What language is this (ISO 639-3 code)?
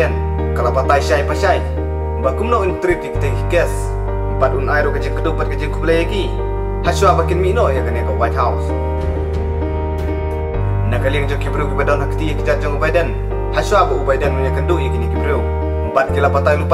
kha